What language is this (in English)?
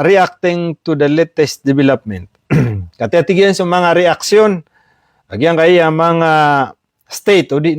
Maranao